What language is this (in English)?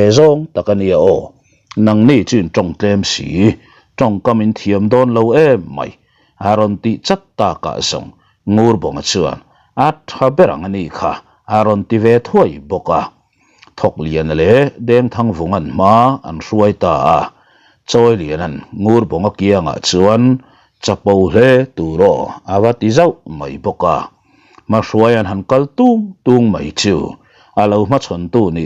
Mizo